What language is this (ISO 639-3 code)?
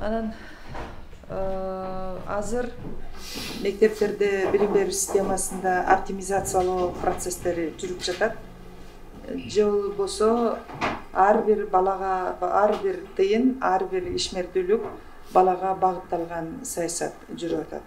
kir